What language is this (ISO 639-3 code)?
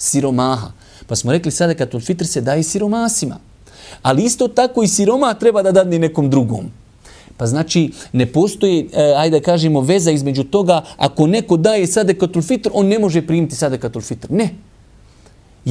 bos